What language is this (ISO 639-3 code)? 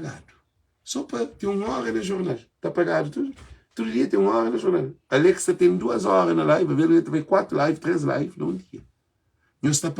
kea